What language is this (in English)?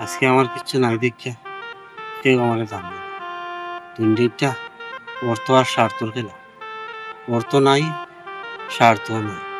Sylheti